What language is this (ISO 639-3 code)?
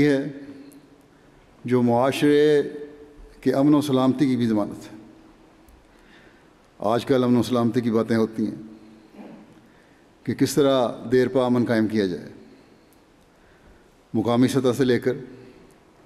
urd